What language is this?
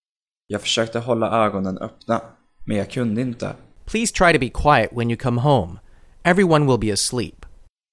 Swedish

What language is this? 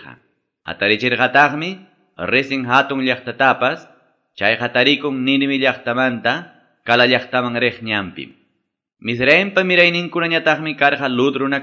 Quechua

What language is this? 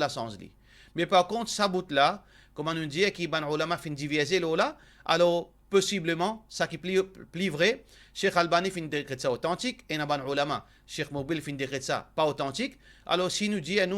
Morisyen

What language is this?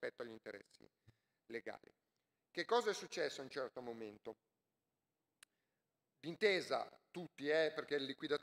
Italian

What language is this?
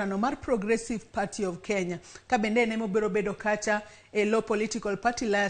Luo (Kenya and Tanzania)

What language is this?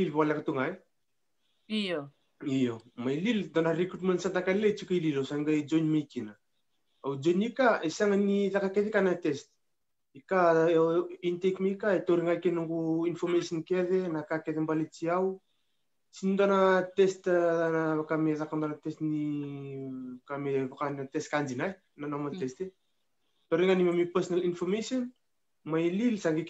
Fijian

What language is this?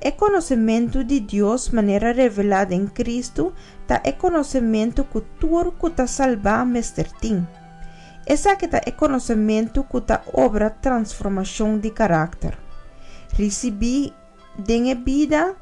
Papiamento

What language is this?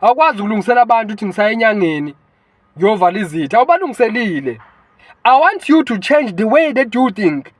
Zulu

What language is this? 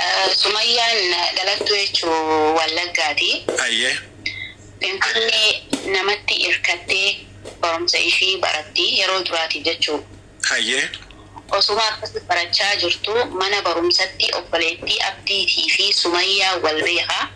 Oromo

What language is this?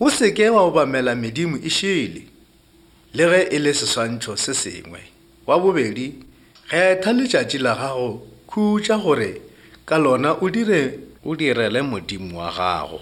Northern Sotho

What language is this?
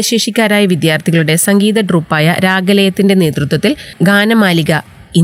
Malayalam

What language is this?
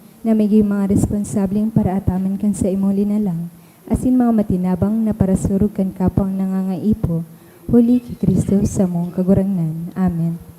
Bikol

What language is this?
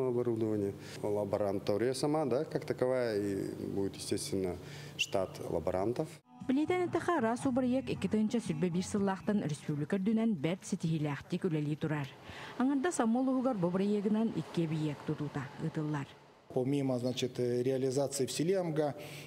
Yakut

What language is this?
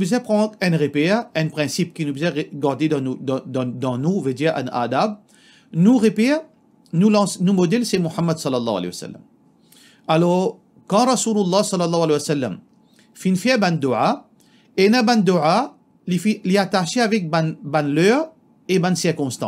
Morisyen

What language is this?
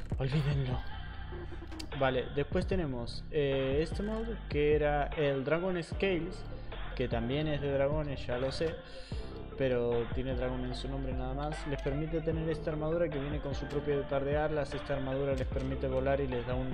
Spanish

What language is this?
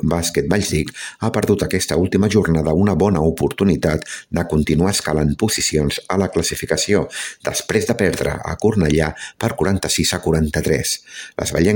Catalan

